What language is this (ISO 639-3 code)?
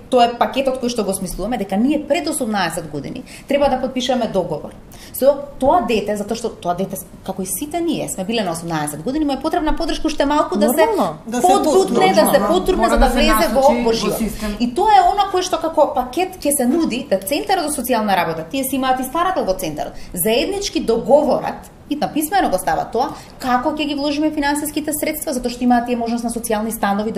mkd